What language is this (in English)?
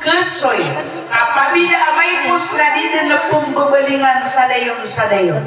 Maranao